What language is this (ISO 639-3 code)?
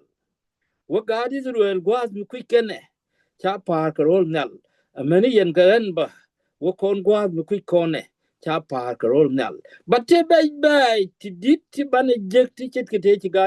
nus